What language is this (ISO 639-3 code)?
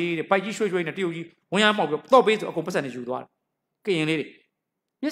mya